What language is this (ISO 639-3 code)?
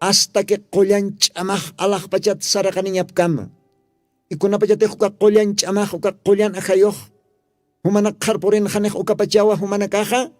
aym